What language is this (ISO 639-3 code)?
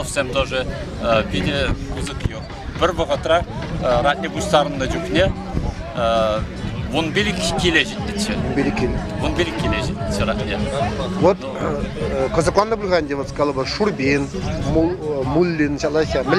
chv